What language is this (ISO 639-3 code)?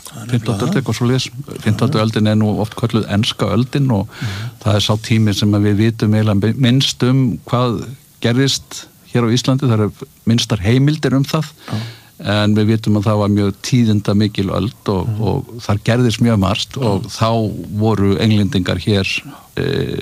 isl